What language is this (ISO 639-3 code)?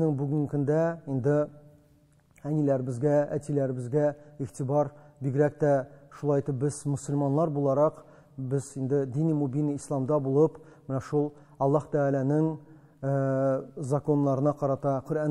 tat